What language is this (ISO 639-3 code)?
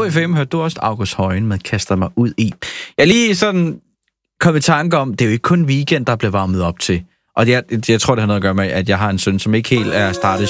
dan